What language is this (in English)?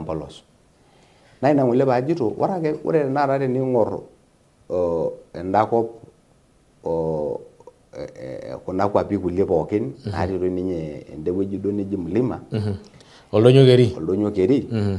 Masai